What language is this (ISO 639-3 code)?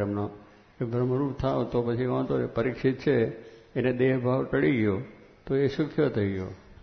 guj